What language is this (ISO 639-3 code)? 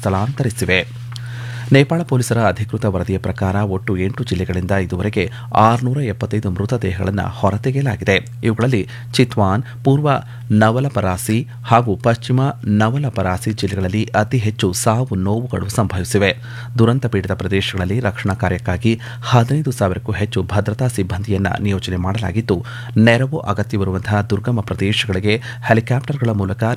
kan